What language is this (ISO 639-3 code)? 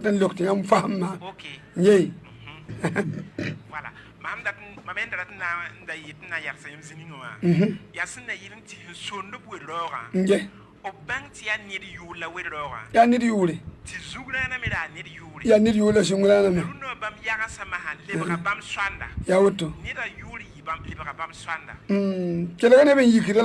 mos